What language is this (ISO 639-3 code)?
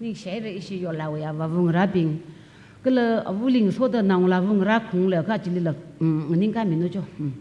nmf